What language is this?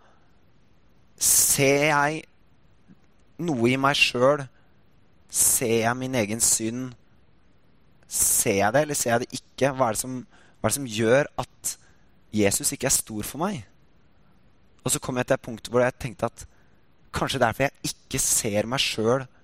Norwegian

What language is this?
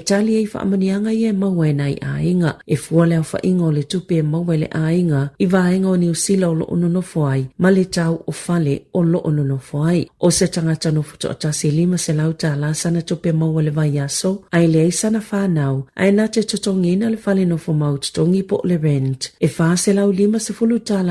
Samoan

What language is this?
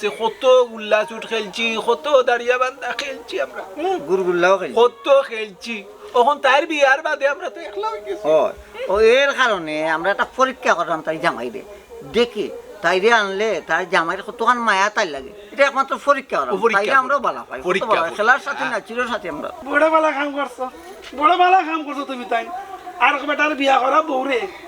Sylheti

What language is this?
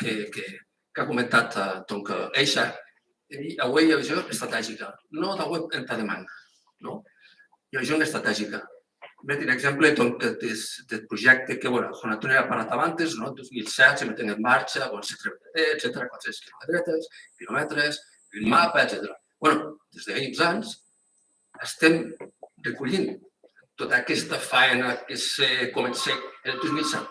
Occitan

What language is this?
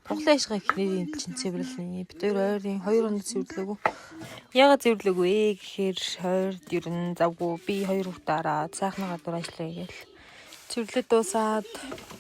Mongolian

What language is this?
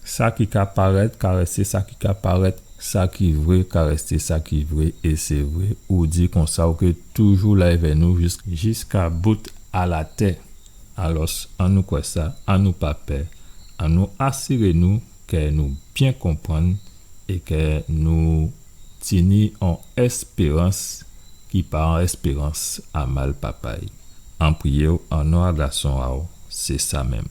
Guadeloupean Creole French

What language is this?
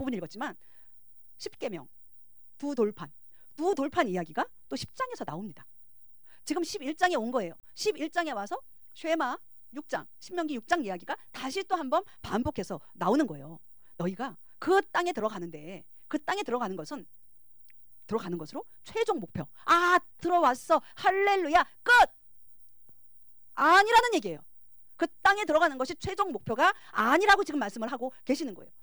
Korean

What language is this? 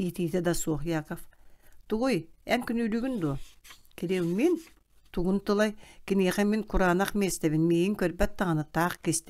Yakut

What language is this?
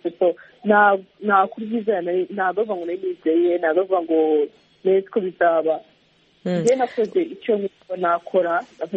Kinyarwanda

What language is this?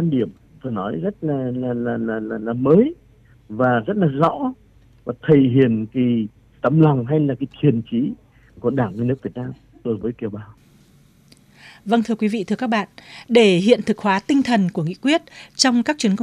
Vietnamese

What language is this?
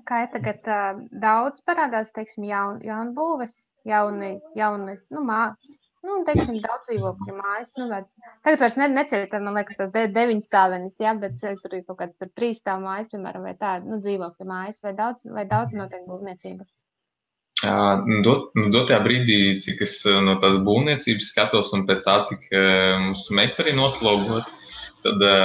Latvian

